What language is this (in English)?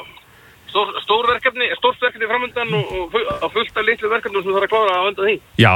Icelandic